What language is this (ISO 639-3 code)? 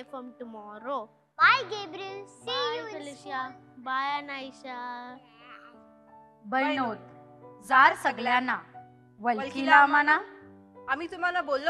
mar